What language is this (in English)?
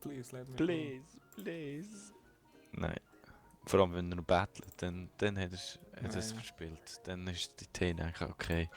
Swiss German